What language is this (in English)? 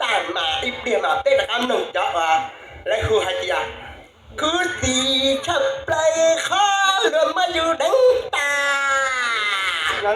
Hmong